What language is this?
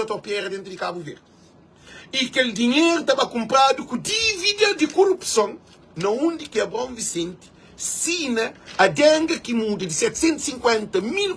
Kabuverdianu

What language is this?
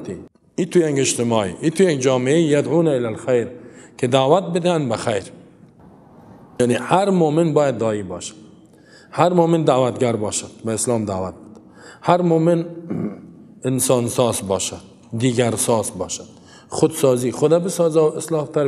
Persian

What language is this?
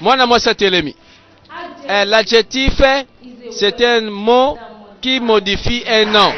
Lingala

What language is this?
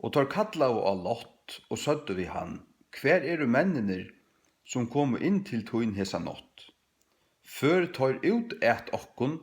Faroese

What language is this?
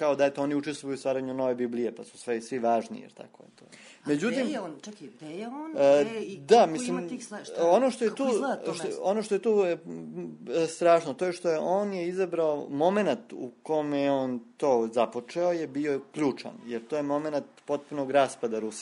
Serbian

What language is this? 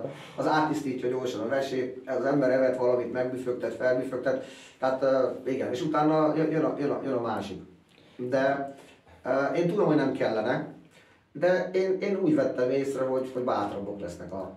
Hungarian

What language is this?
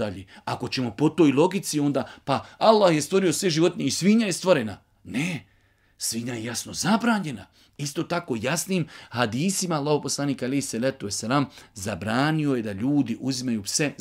Bosnian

